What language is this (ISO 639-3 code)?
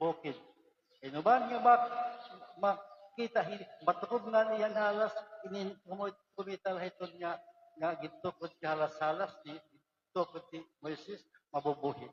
war